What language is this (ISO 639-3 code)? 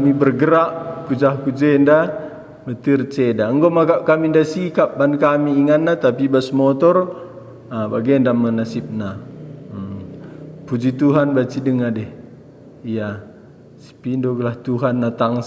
btx